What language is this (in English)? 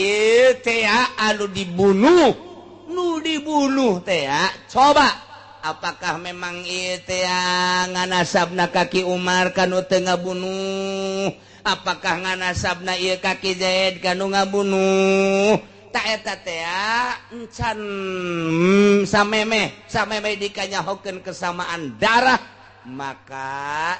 Sundanese